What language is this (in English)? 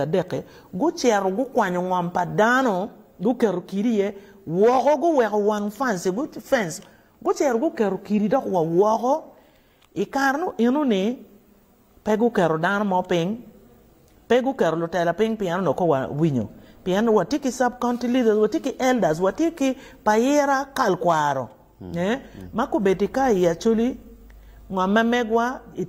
Acoli